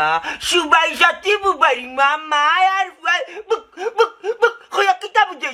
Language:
Sylheti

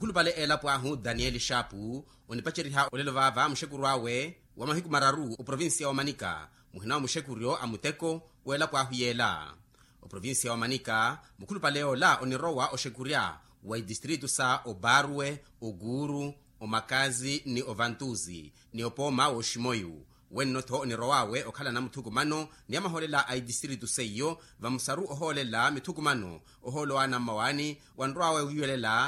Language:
Makhuwa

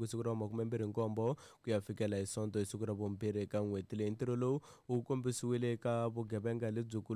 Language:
Tsonga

